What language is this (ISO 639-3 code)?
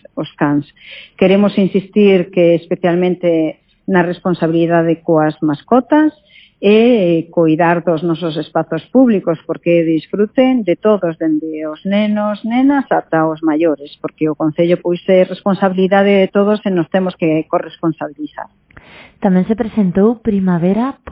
glg